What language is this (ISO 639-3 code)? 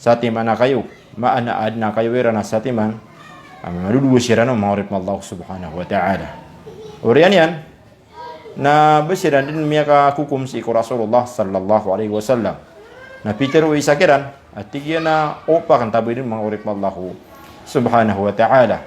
mrw